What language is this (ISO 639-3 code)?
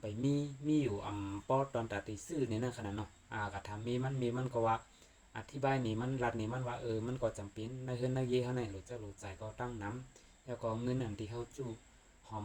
shn